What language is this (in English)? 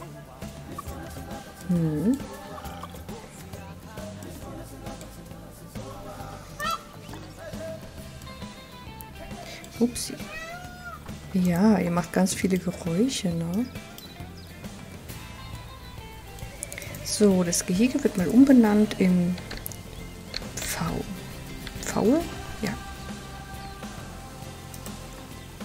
German